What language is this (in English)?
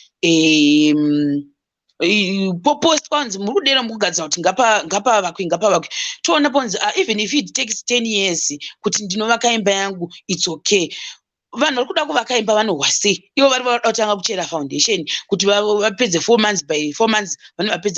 Shona